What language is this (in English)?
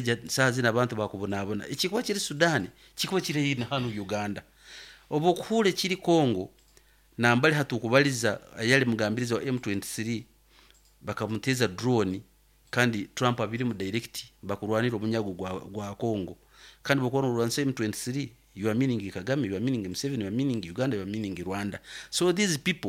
Nyankole